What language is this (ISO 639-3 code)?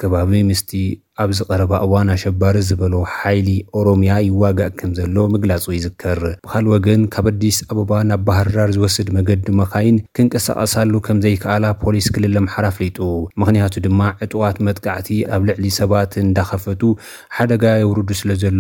tir